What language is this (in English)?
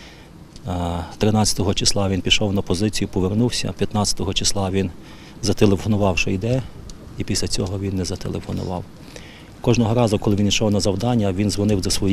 Ukrainian